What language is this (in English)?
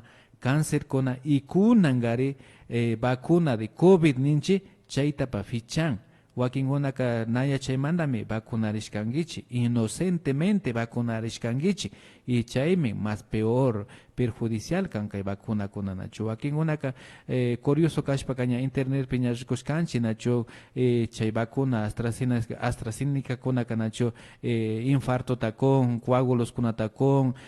Imbabura Highland Quichua